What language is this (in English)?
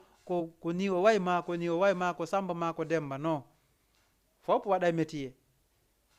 Fula